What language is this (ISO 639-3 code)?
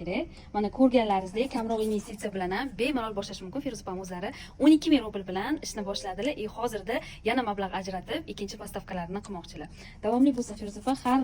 uzb